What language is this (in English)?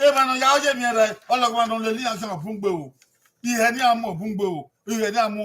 Bini